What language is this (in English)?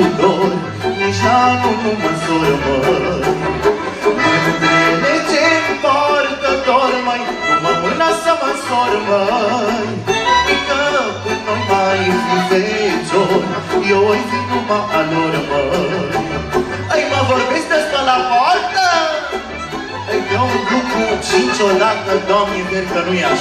Romanian